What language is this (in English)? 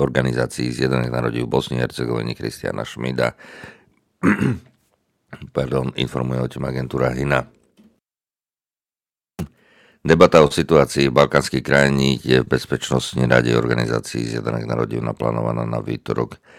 Slovak